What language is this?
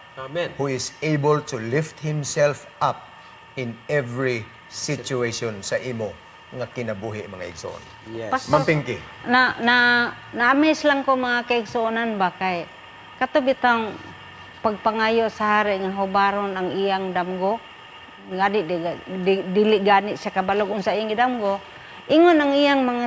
Cebuano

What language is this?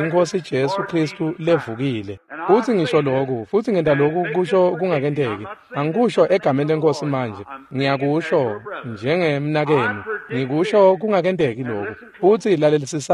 Swati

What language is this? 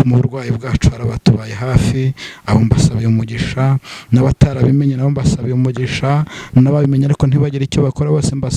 Kinyarwanda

